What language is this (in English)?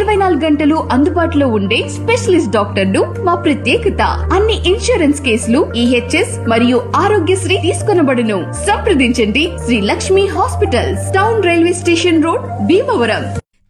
Telugu